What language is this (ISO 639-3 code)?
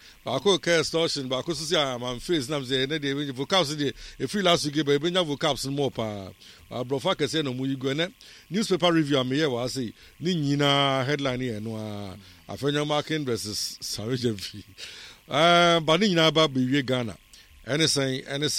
aka